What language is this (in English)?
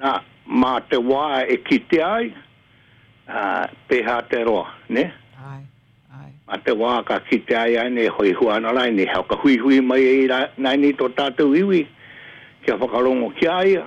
Māori